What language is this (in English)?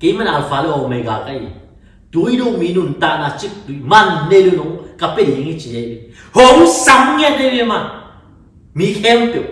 Tedim Chin